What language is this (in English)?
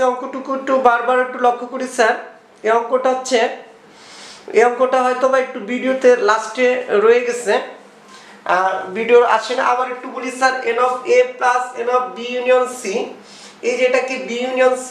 Bangla